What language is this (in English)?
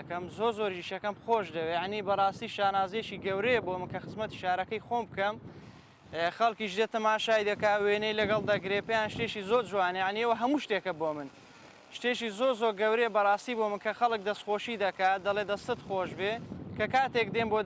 Central Kurdish